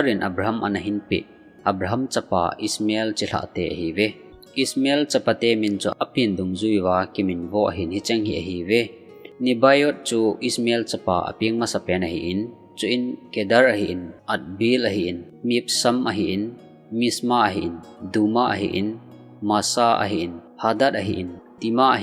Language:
Thado Chin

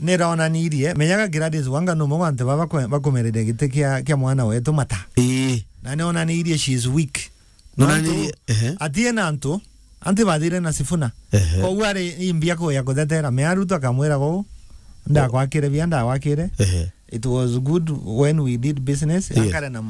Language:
Meru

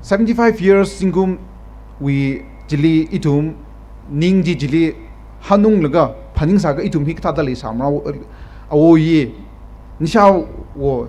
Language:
Tangkhul Naga (India)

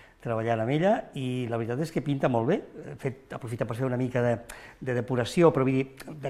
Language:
Catalan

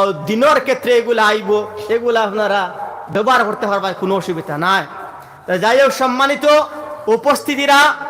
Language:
Sylheti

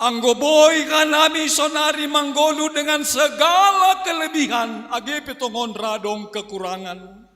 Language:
Batak Simalungun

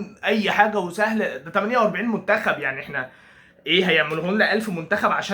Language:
Egyptian Arabic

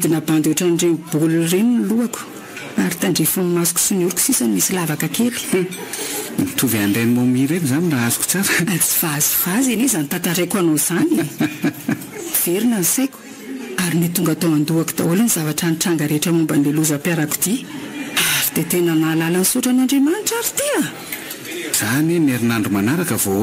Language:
Malagasy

